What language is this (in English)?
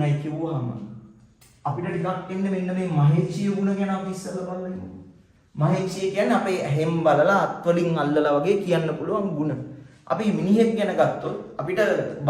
Sinhala